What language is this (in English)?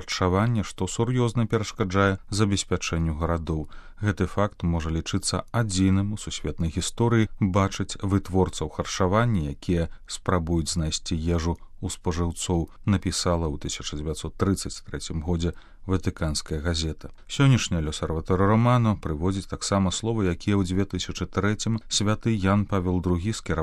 Belarusian